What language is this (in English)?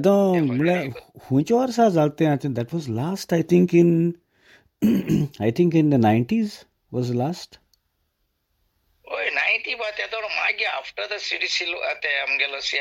Konkani